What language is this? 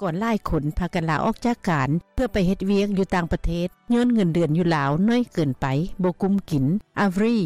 Lao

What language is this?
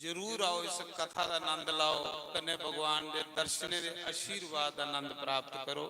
Dogri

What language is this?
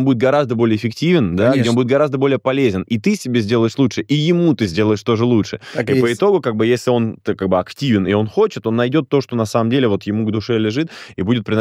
Russian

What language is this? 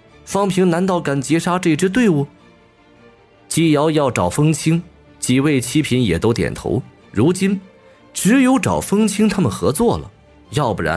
Chinese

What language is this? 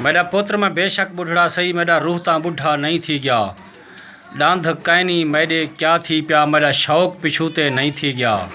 Saraiki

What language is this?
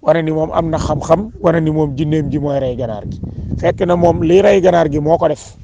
Wolof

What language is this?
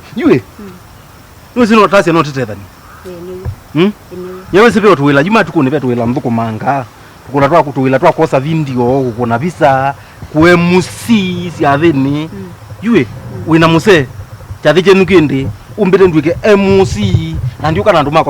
Kamba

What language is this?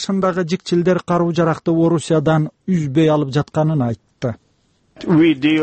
Kyrgyz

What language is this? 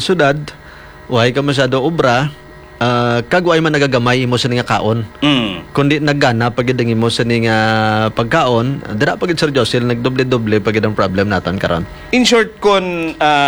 Hiligaynon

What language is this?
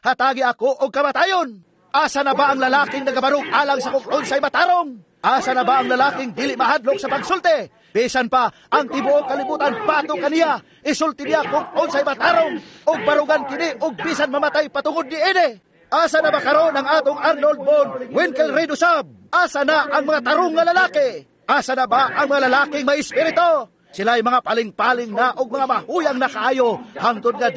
Cebuano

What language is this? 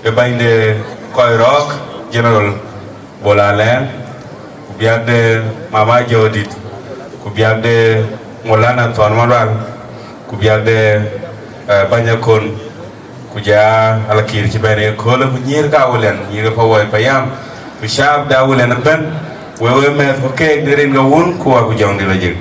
Dinka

